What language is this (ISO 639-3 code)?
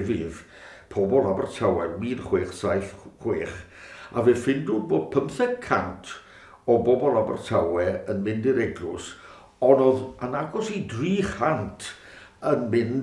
cym